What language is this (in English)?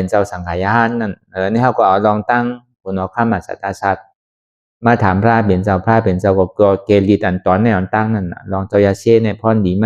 Shan